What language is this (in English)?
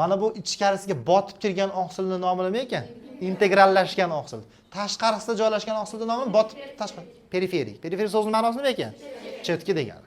Uzbek